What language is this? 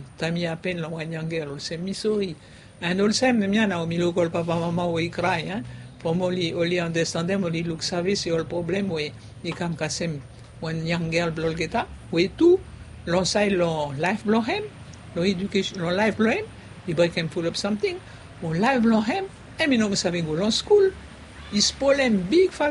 Bislama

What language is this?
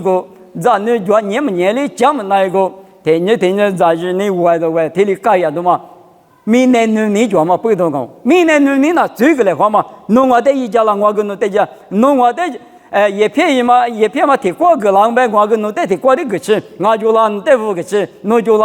Lisu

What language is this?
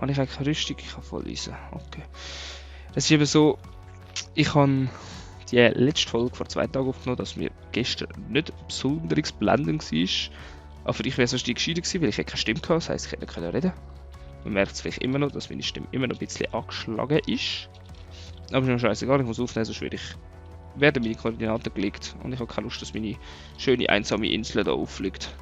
Swiss German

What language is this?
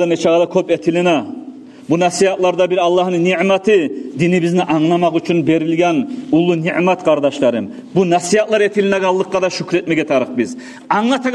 Kumyk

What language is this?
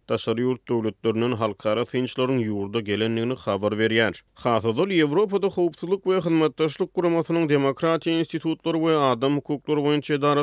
Turkmen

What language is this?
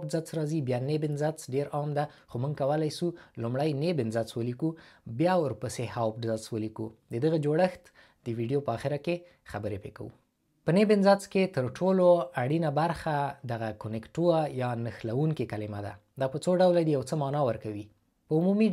Pashto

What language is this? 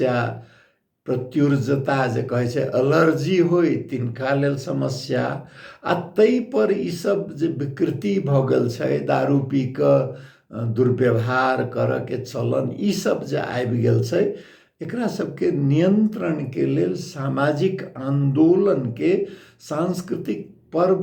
Maithili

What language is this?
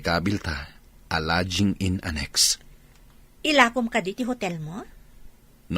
Iloko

